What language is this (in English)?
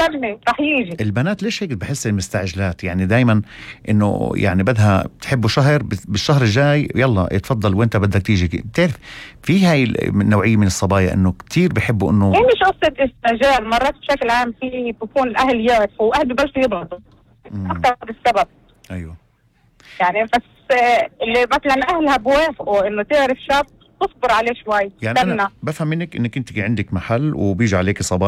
North Levantine Arabic